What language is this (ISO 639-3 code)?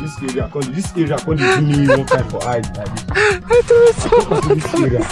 pcm